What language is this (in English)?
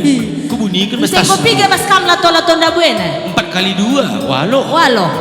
Batak Karo